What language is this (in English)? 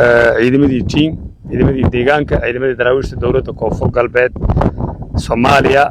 Somali